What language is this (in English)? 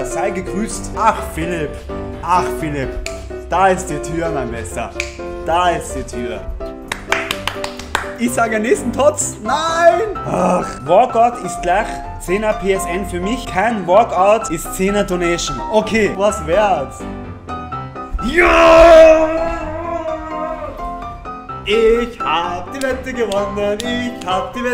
German